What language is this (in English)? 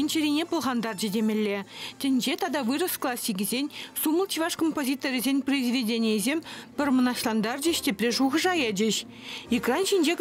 Chuvash